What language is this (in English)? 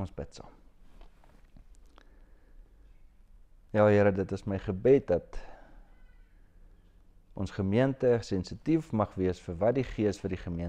Afrikaans